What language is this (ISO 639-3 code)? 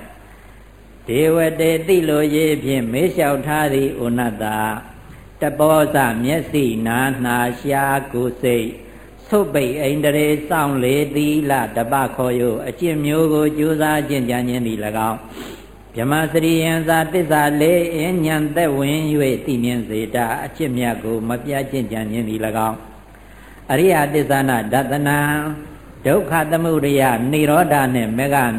mya